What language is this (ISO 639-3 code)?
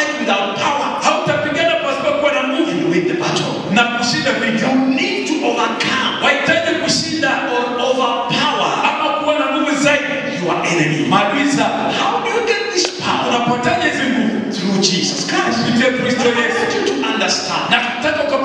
swa